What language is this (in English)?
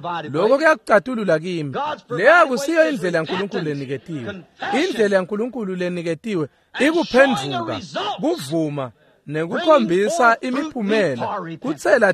Swati